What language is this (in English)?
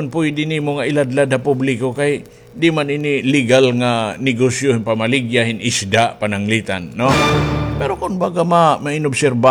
Waray